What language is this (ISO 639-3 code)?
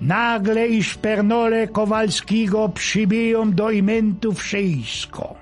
szl